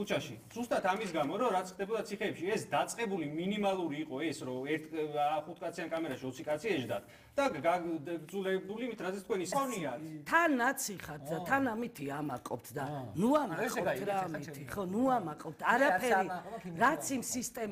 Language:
Georgian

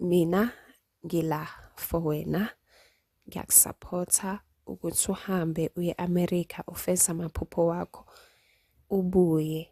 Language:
Zulu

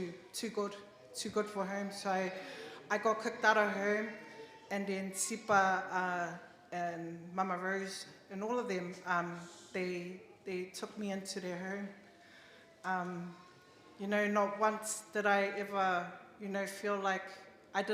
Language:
Tongan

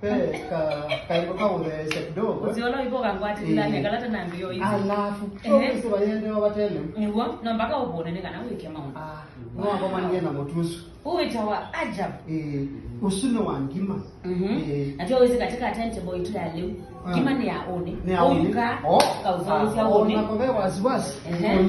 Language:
Kamba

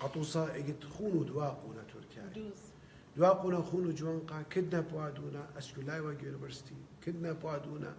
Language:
Assyrian Neo-Aramaic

